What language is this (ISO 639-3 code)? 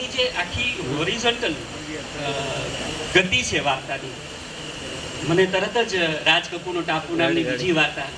guj